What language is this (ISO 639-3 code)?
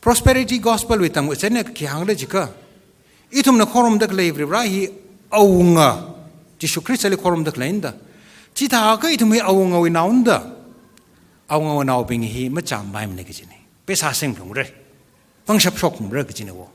nmf